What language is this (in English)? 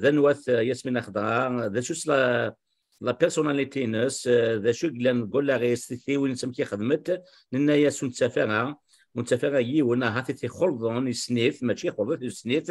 Kabyle